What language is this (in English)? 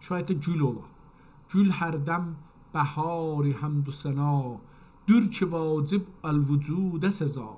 South Azerbaijani